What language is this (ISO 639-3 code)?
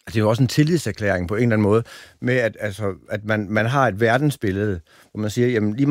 dan